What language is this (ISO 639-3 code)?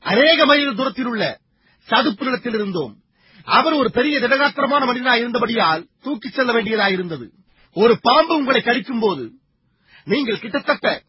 tam